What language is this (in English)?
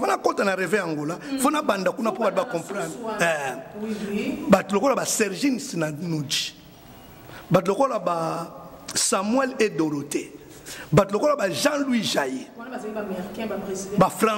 Lingala